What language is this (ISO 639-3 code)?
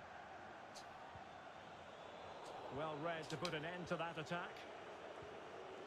ind